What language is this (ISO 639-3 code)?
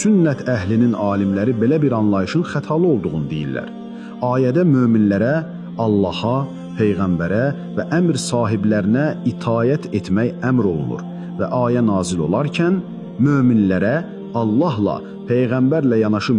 aze